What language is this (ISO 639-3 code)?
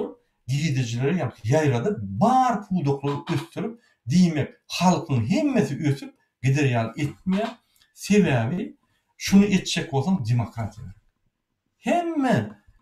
tuk